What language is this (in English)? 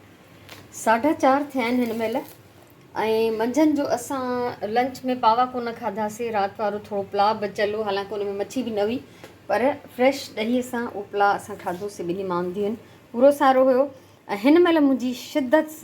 Sindhi